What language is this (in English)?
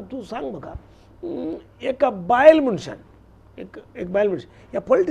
Konkani